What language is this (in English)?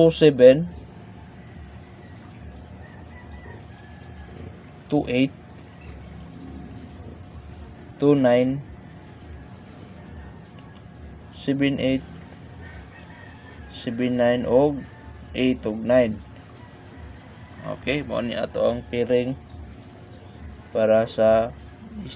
Cebuano